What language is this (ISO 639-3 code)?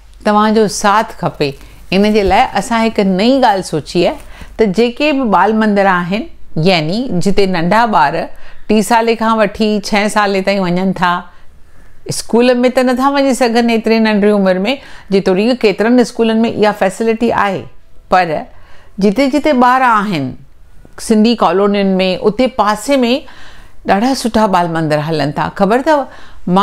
snd